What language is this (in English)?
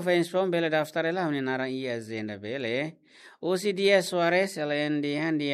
Tetum